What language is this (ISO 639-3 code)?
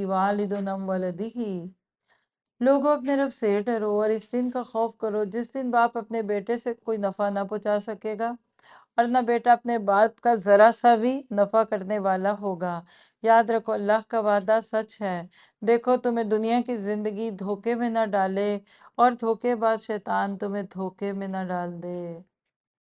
urd